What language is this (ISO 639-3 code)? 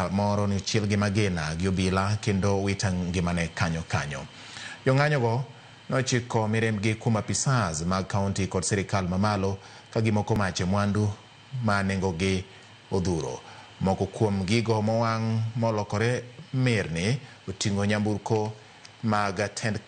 luo